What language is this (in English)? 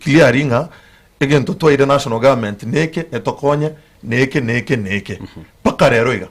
Gusii